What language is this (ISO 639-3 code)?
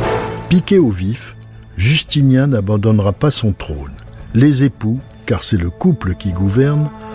fra